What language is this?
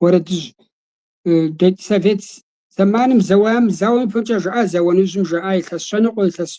Kabardian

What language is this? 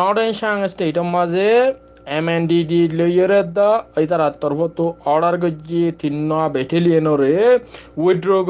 Rohingya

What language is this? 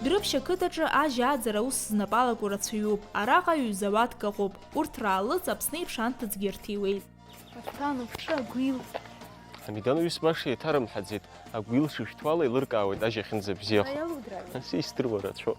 Abkhazian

